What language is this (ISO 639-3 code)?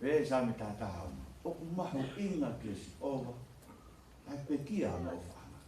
ton